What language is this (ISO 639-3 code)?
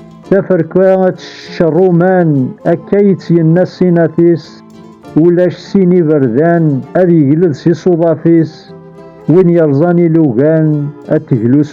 kab